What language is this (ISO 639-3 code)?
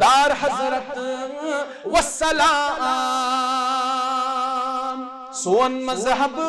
kas